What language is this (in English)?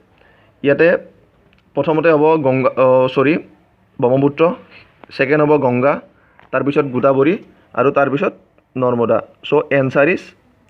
Assamese